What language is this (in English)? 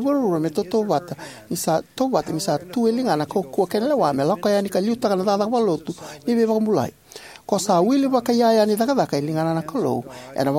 Fijian